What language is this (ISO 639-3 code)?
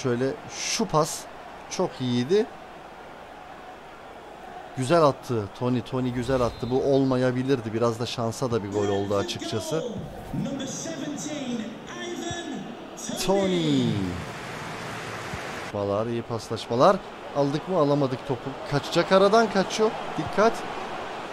tur